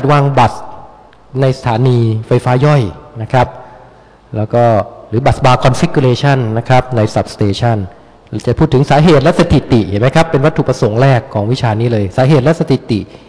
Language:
Thai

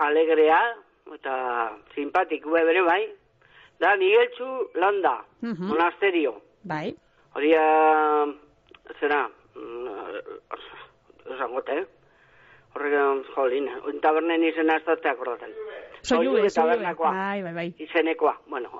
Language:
Basque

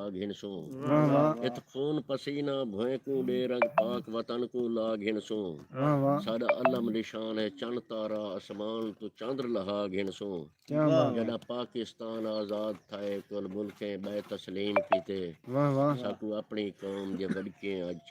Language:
Saraiki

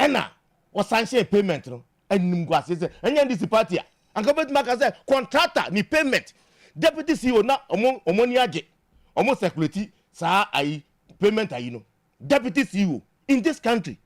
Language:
Akan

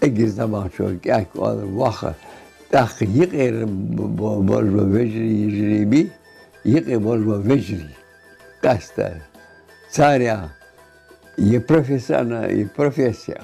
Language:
Ingush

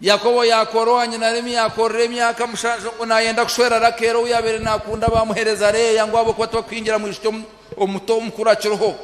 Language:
Nyankole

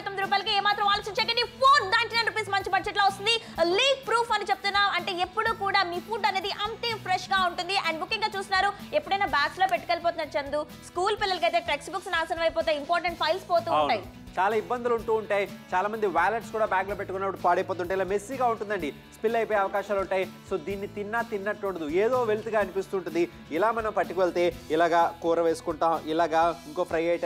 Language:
Telugu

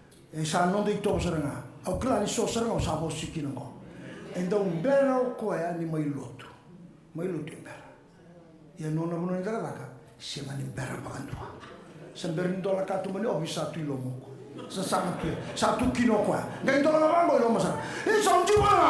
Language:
Fijian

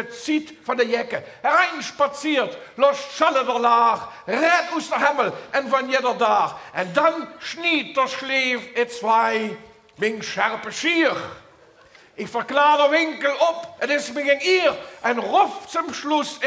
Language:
Limburgish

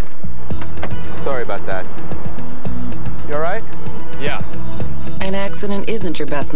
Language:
English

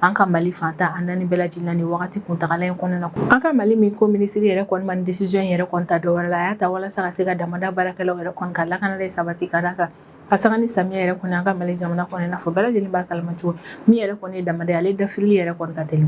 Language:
Bambara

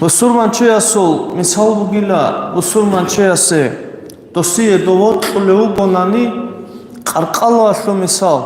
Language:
Avaric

